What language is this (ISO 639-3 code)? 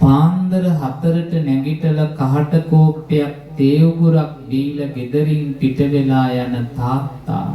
sin